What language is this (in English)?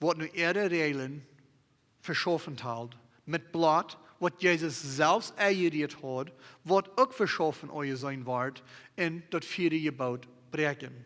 Plautdietsch